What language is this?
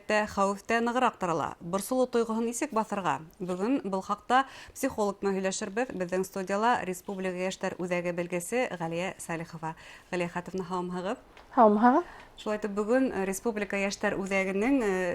Bashkir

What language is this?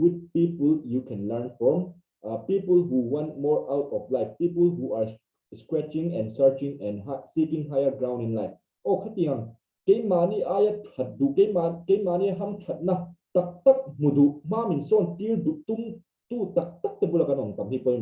Mizo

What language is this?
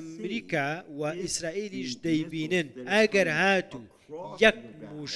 Central Kurdish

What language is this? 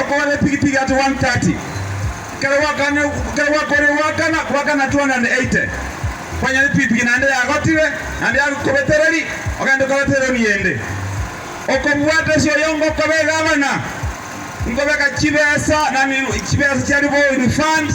Gusii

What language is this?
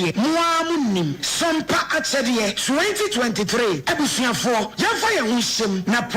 Akan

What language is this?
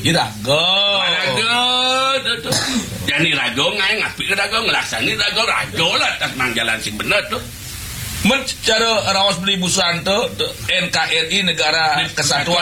Balinese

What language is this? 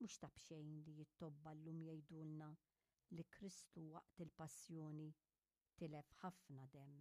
Maltese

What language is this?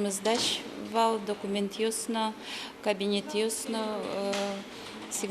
Udmurt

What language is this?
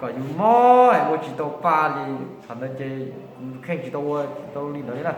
Hmong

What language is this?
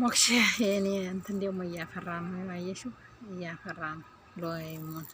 Amharic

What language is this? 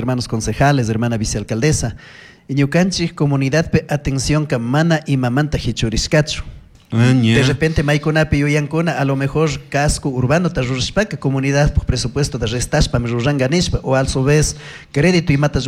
Chimborazo Highland Quichua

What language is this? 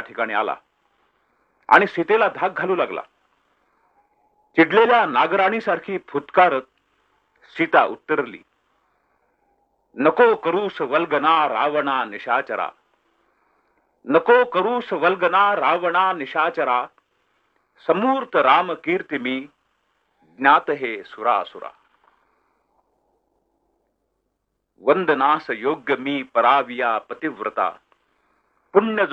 Marathi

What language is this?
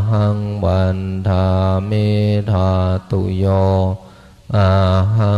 Pali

